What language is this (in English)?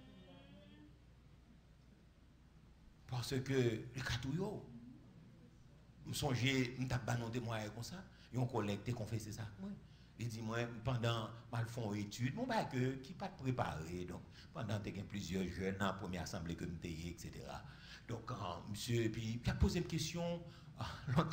French